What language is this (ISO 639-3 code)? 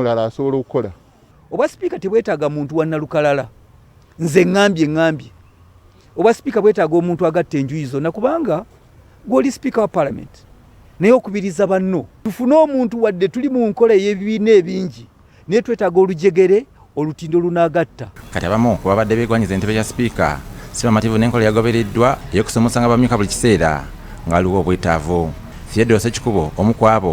lug